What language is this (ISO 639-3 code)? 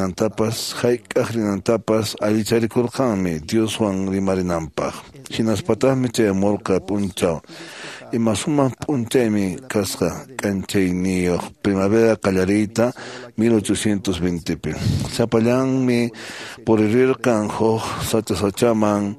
que